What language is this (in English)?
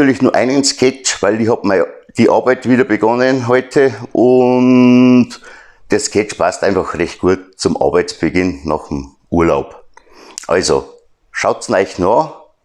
Bavarian